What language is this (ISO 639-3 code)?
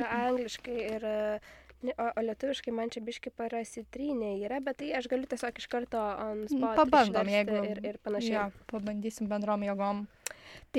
lit